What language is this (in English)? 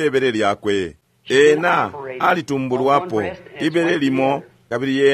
Bemba